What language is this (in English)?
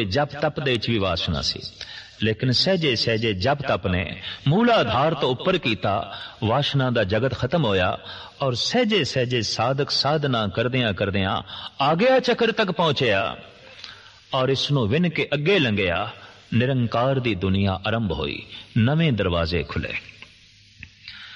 Punjabi